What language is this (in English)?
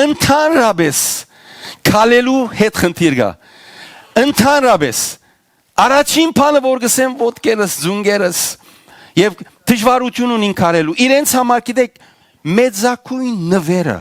Western Armenian